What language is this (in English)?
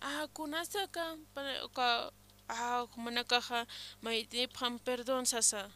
Aymara